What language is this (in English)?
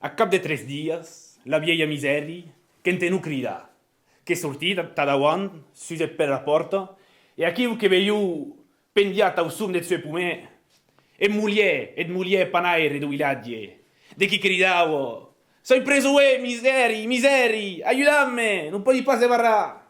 Occitan